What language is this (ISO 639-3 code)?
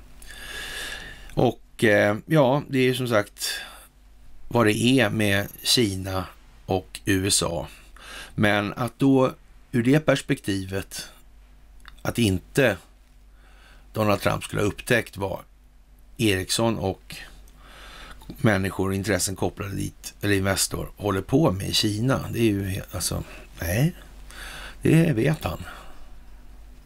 swe